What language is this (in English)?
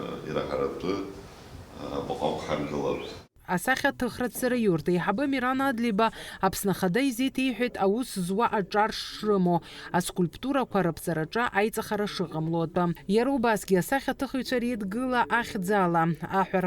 Abkhazian